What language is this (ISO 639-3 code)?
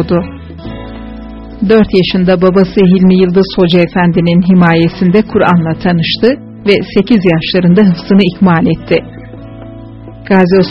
tur